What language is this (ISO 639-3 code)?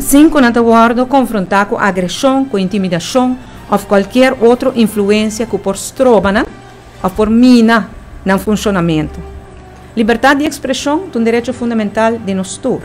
pap